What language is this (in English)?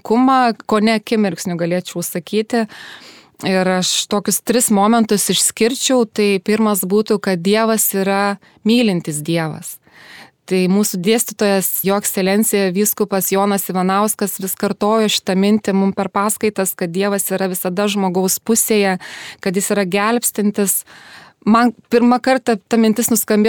Lithuanian